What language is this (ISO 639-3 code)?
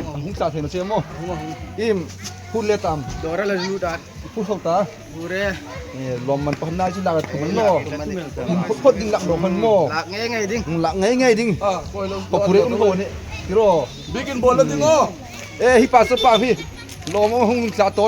hmr